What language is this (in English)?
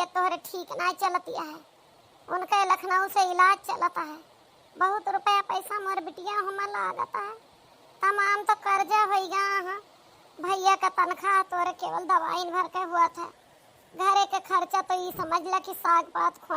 Awadhi